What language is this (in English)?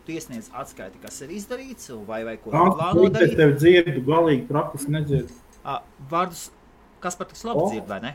Latvian